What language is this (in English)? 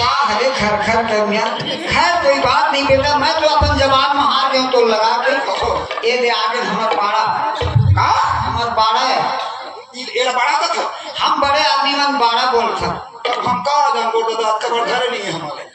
Chhattisgarhi